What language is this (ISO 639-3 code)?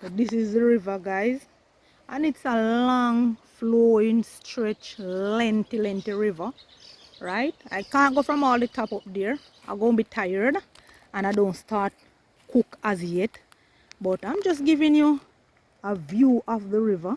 jam